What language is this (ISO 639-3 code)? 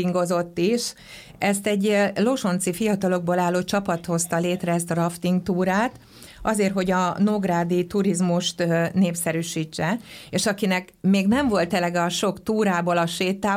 hun